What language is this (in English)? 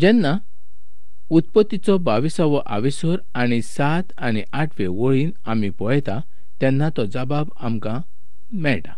Konkani